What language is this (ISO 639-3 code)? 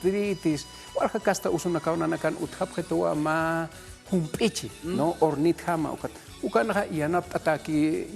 aym